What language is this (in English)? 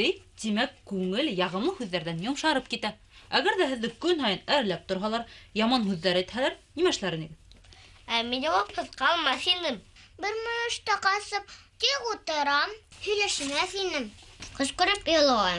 Bashkir